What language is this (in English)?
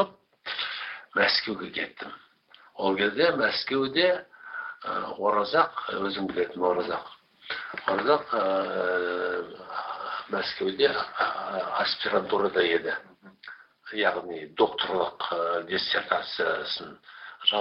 Kazakh